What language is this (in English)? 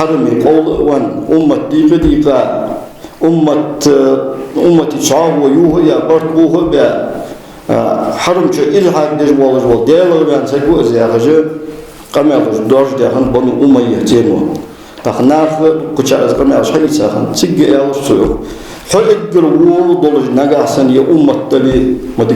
Ingush